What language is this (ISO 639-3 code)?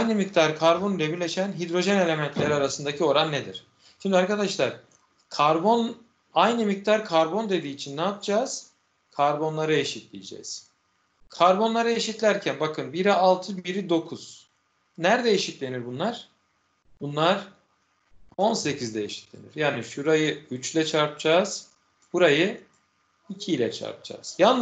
tur